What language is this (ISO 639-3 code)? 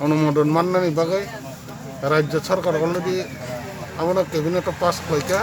trp